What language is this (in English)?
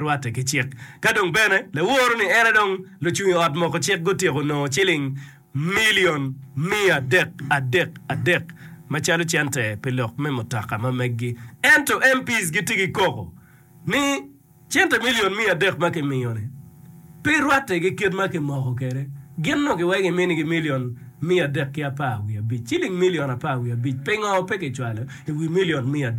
Acoli